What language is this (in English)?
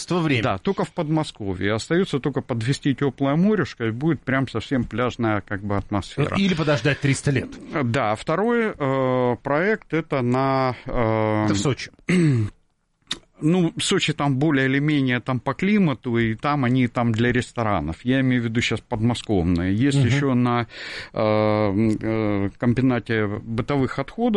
Russian